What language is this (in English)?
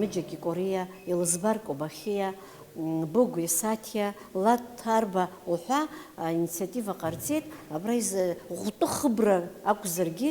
Abkhazian